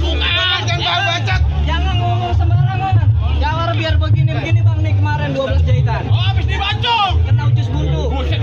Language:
Betawi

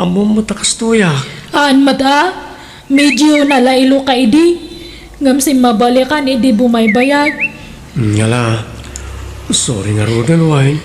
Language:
Iloko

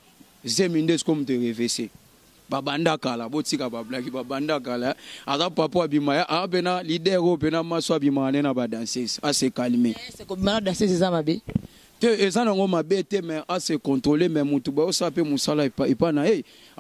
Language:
Lingala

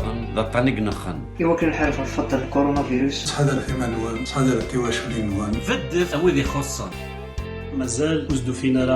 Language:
Kabyle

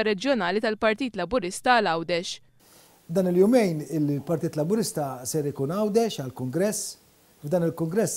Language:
Maltese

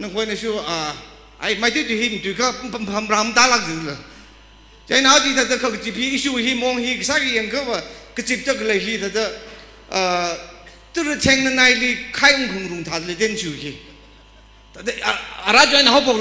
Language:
Tangkhul Naga (India)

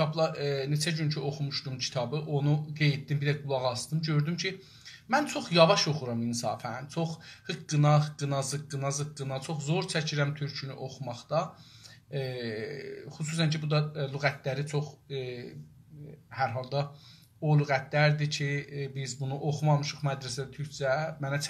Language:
South Azerbaijani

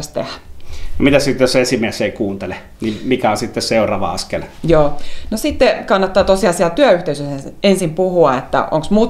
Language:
Finnish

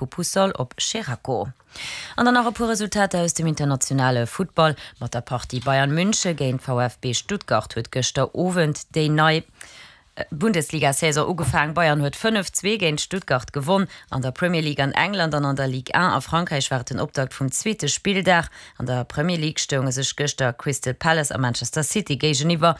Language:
Luxembourgish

